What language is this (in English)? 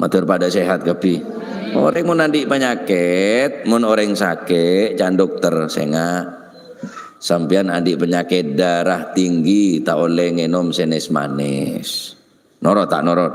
Madurese